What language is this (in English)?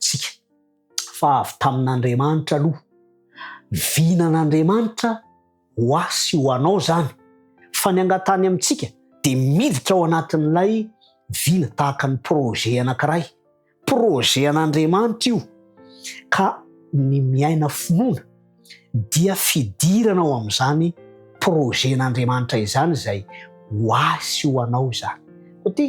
Malagasy